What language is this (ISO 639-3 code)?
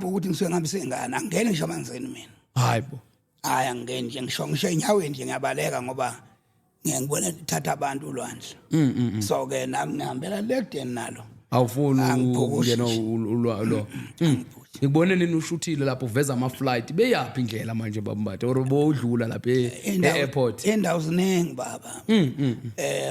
zul